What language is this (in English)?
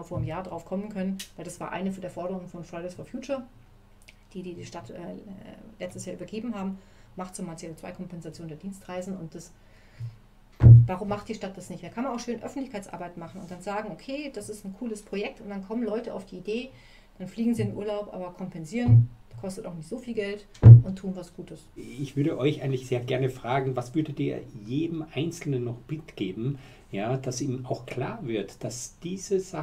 German